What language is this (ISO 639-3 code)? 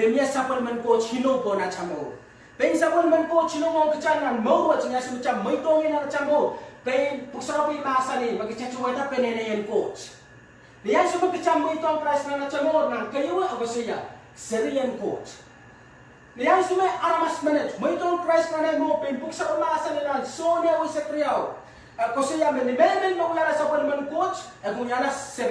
pon